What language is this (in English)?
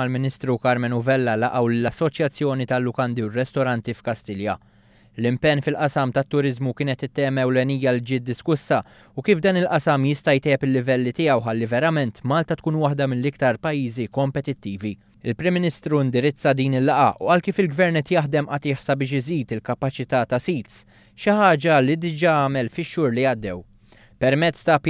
Maltese